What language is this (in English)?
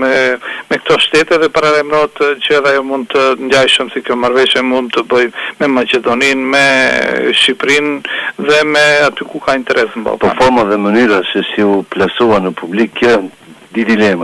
Albanian